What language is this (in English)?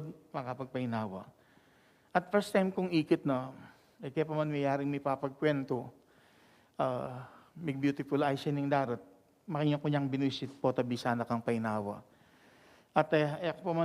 Pampanga